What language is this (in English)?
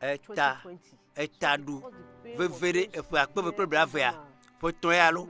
Ewe